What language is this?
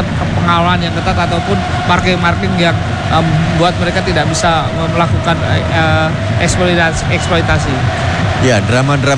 Indonesian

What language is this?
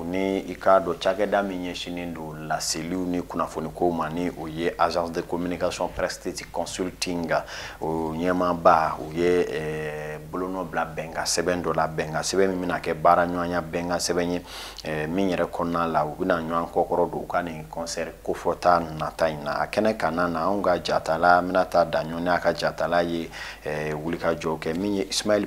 Bambara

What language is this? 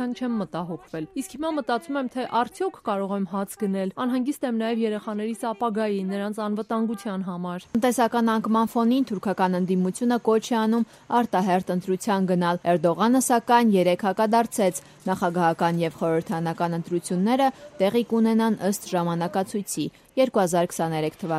Armenian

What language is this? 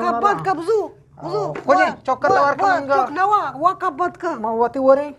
Eastern Balochi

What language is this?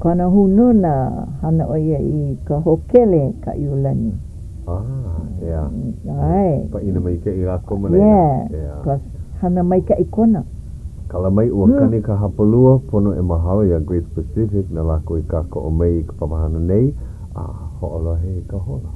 Hawaiian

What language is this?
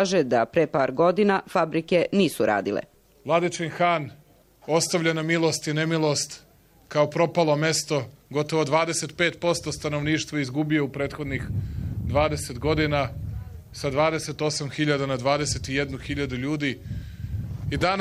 Serbian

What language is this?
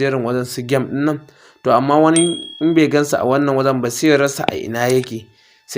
Hausa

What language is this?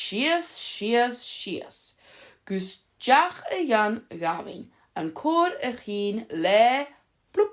Scottish Gaelic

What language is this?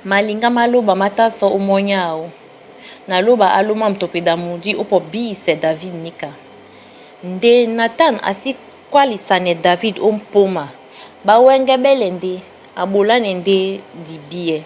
Duala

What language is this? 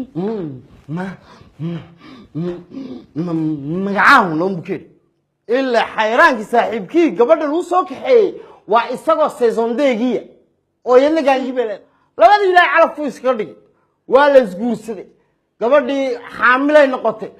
Somali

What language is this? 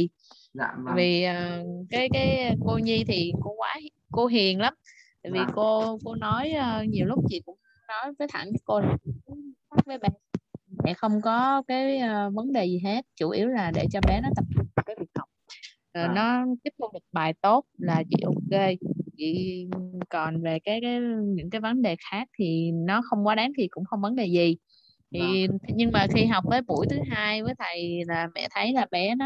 Vietnamese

